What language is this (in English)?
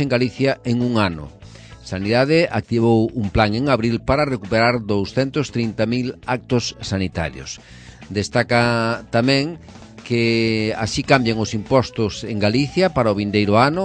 Galician